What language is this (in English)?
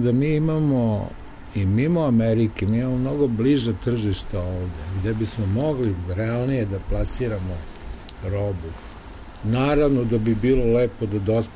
Serbian